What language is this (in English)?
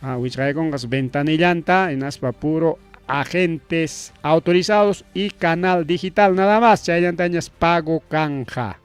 Ayacucho Quechua